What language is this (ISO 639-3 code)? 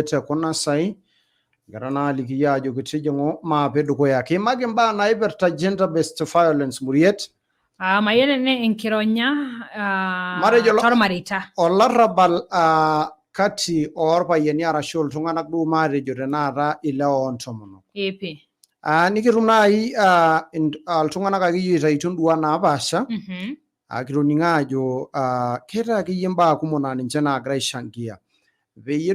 mas